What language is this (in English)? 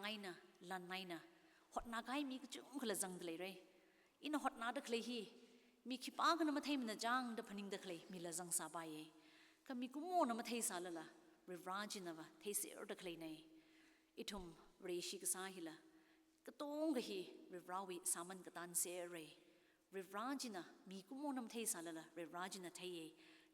Tangkhul Naga (India)